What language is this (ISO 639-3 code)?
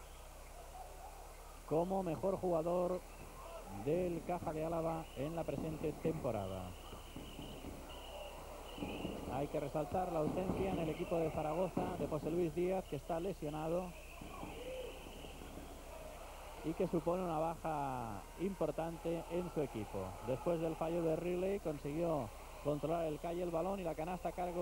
spa